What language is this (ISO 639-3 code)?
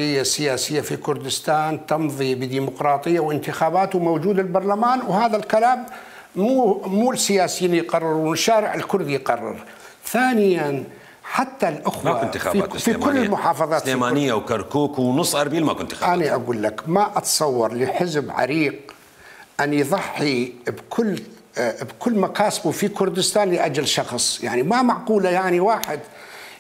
acm